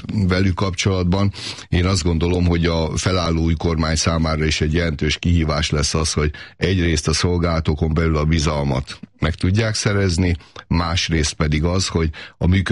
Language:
Hungarian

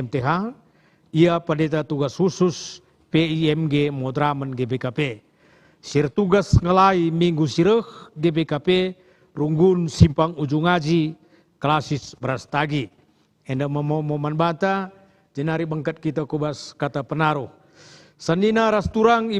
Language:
Batak Karo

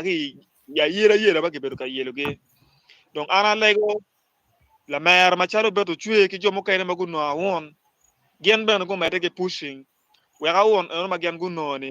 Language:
Acoli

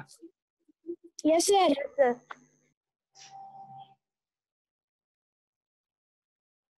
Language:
Hindi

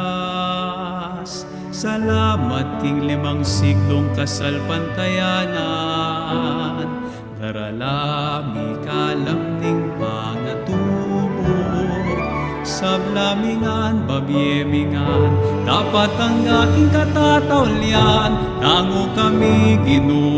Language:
Pampanga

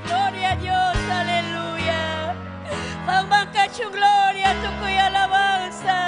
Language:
Ayacucho Quechua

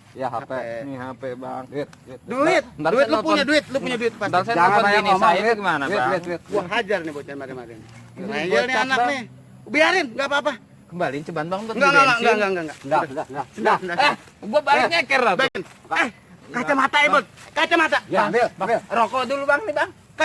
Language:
Betawi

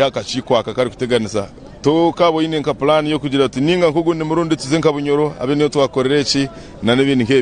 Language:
Nyankole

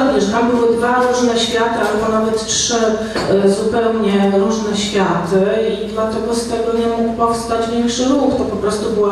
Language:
Polish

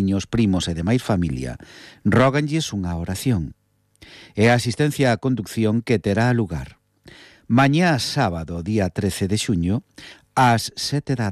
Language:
Galician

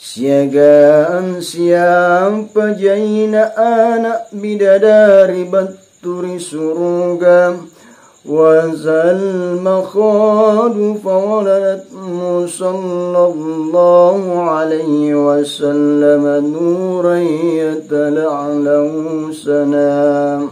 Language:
Makasar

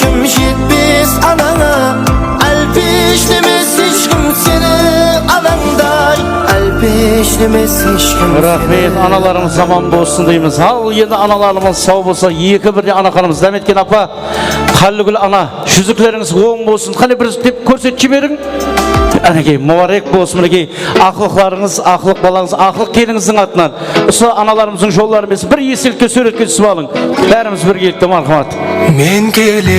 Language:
Kara-Kalpak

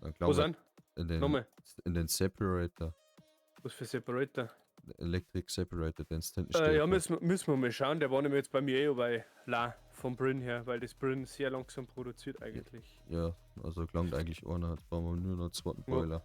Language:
Bavarian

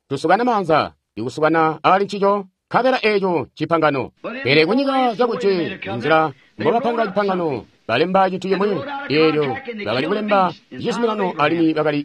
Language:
Tonga (Zambia)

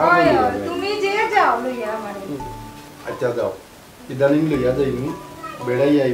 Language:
Sylheti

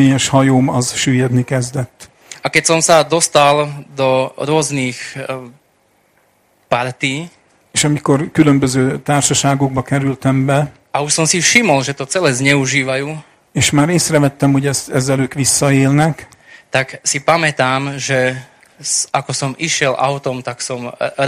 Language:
Slovak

